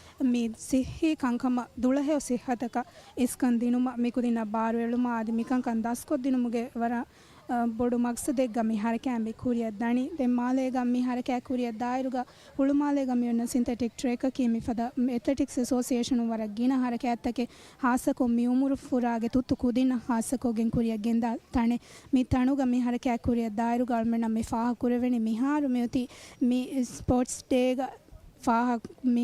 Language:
Divehi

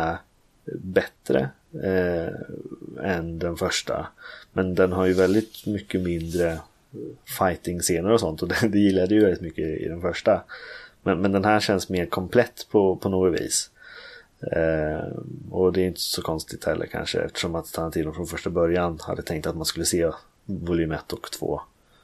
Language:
Swedish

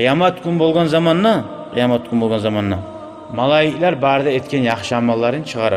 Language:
Kumyk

